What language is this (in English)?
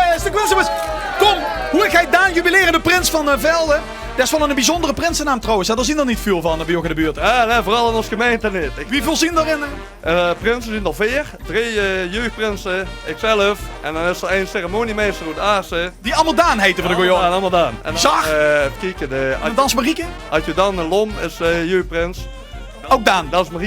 Limburgish